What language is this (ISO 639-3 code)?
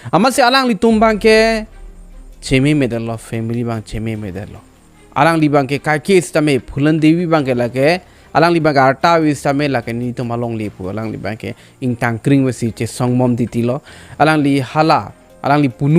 mjw